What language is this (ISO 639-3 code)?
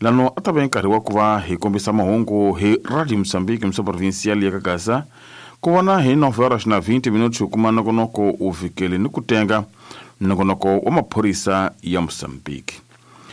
tso